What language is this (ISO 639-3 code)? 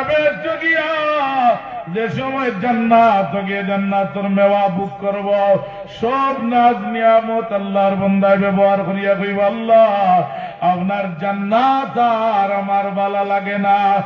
syl